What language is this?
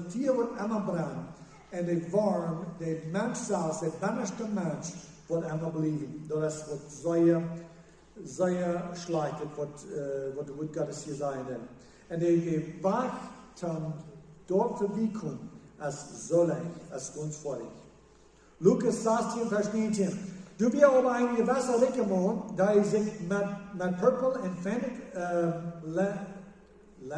Plautdietsch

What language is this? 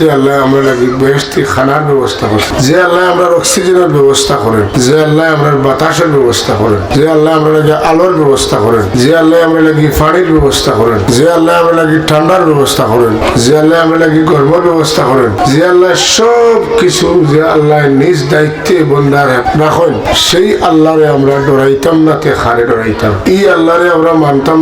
Sylheti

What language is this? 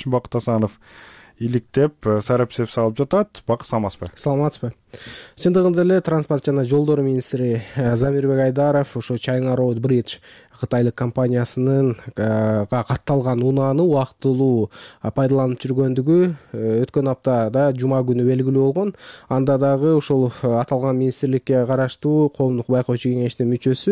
Kyrgyz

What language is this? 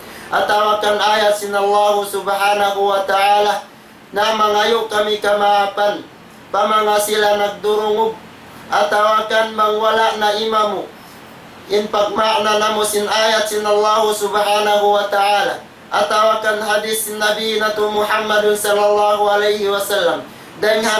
Tausug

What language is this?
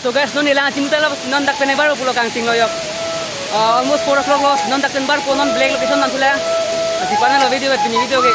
Karbi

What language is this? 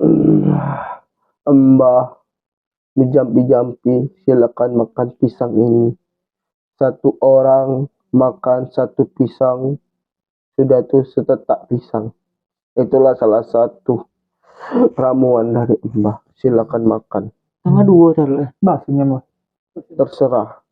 Musi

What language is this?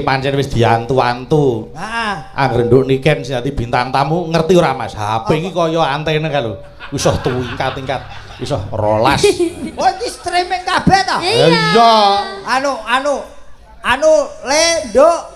Javanese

